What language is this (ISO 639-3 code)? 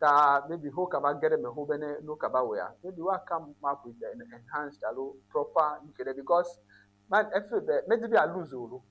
ewe